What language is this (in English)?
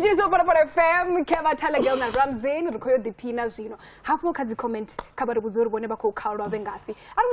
Venda